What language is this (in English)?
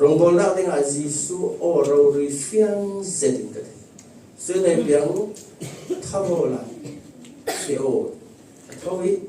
Falam Chin